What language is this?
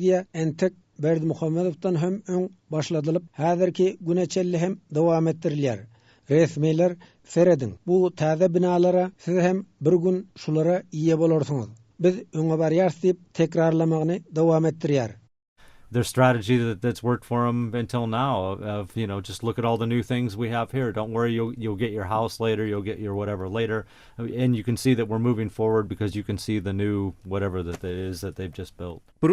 Turkmen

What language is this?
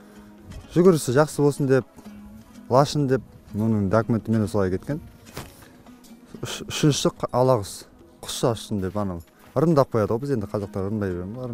Kazakh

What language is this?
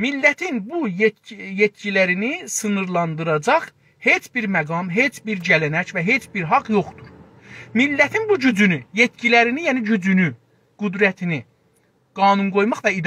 South Azerbaijani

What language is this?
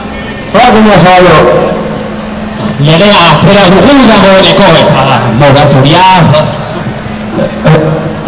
Basque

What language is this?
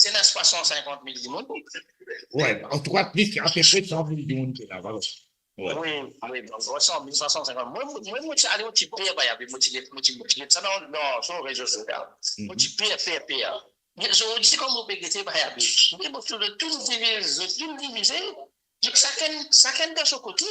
Morisyen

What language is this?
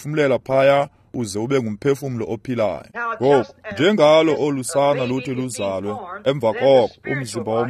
Xhosa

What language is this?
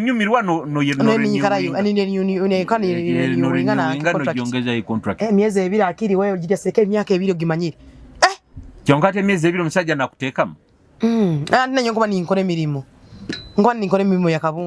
Nyoro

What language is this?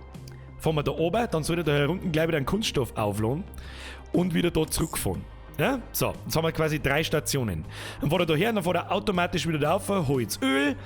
Bavarian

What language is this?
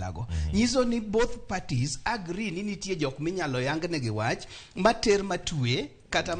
Luo (Kenya and Tanzania)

